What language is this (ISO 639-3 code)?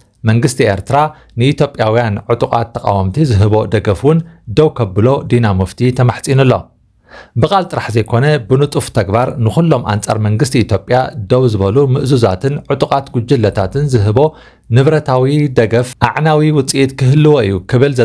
tir